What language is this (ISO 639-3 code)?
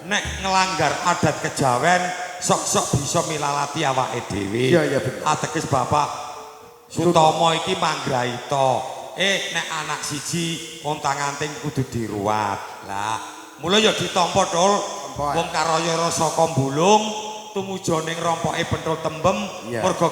jav